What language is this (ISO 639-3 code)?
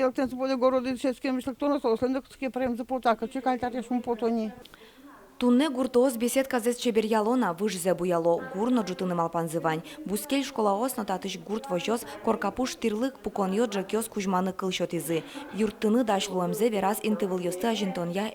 udm